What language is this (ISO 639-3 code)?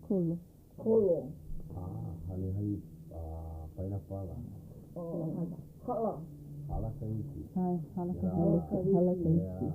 haw